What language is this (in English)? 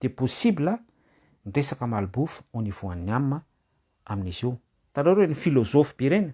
Malagasy